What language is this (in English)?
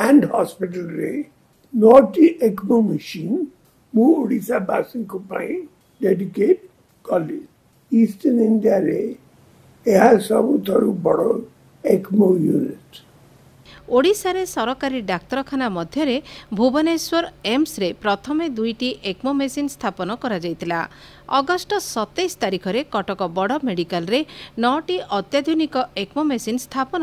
Odia